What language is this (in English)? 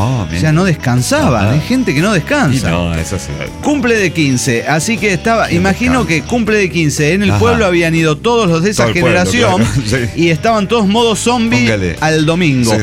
Spanish